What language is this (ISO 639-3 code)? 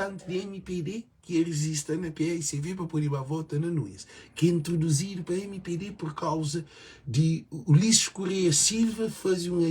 kea